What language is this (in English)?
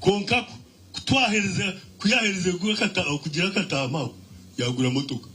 Nyankole